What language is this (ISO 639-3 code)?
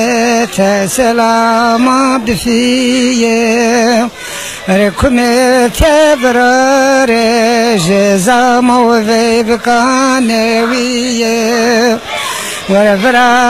zza